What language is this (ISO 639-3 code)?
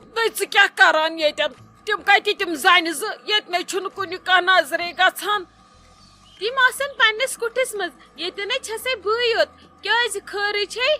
kas